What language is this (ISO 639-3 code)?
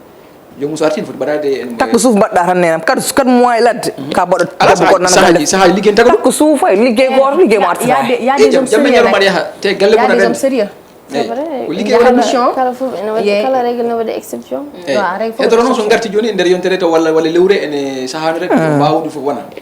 ful